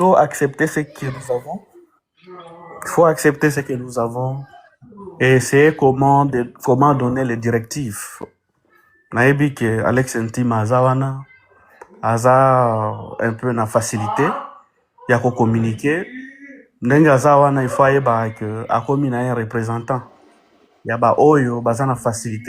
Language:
Lingala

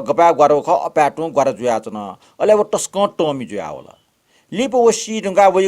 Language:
Newari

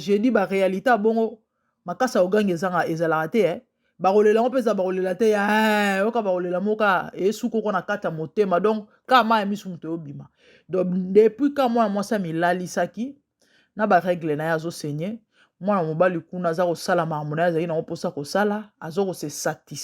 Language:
Lingala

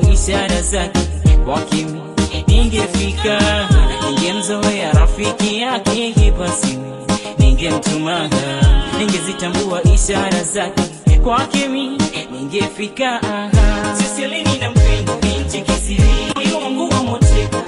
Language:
Swahili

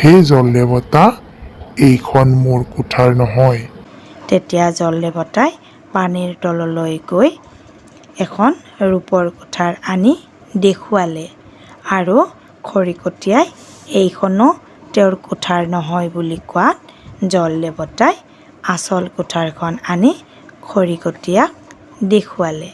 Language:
Assamese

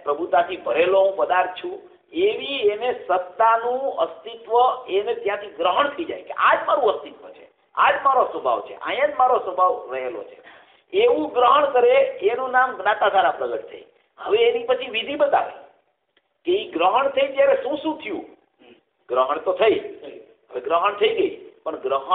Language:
Gujarati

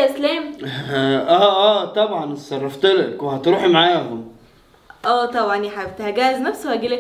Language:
Egyptian Arabic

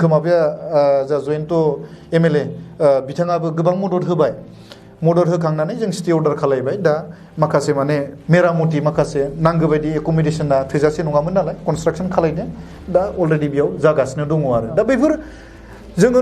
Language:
Bodo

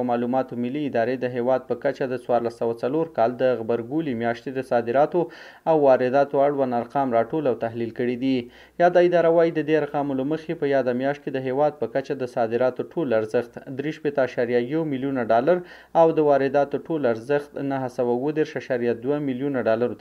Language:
Pashto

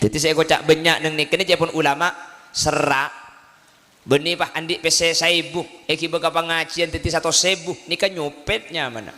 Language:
Madurese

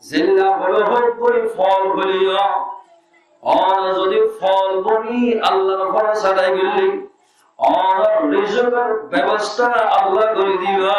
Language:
Rohingya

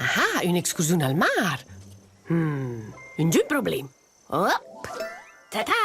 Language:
Romansh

